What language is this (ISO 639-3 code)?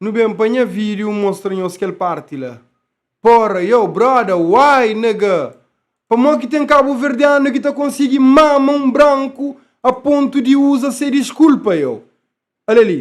kea